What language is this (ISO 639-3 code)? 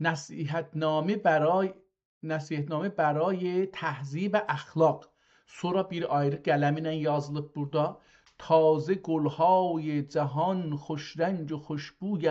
azb